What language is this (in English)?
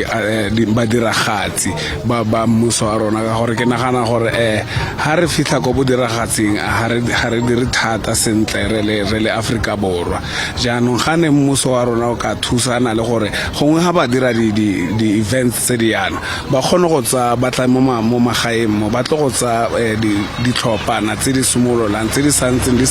Tswana